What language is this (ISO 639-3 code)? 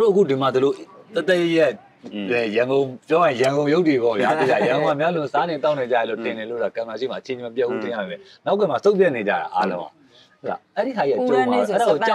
mya